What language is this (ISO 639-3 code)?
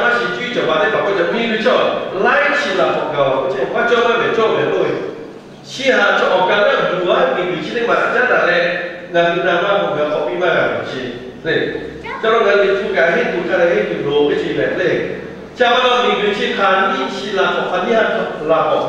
lhu